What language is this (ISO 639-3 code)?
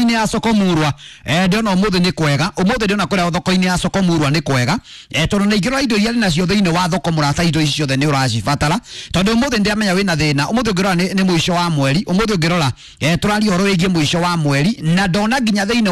kik